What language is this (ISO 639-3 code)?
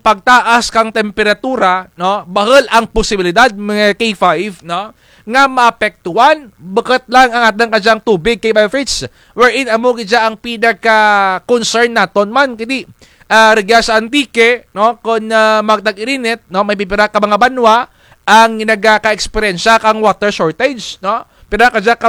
krj